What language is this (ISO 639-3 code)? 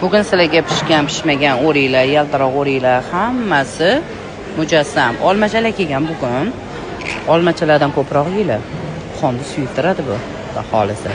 uzb